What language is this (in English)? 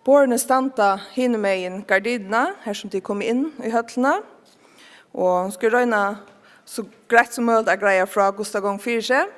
Faroese